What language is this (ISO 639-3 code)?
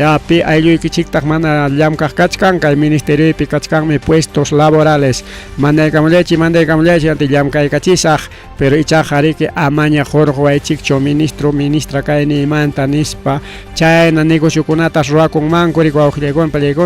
quy